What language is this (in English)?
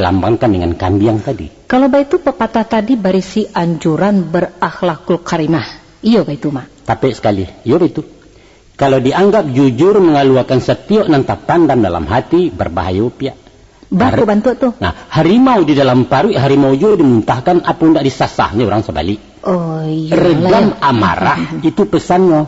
Minangkabau